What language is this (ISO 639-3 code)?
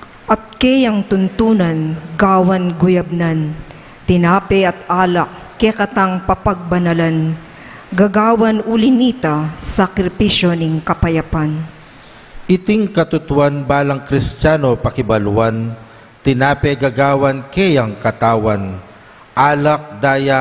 pam